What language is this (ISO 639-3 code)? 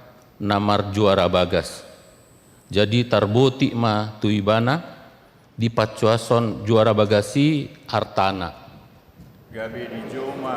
bbc